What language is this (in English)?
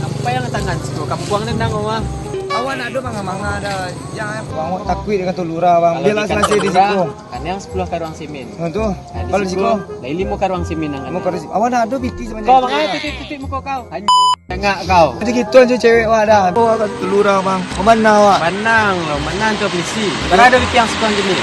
Minangkabau